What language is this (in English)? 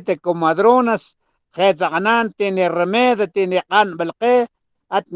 Mam